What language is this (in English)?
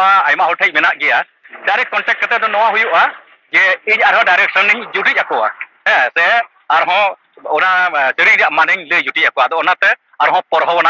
Santali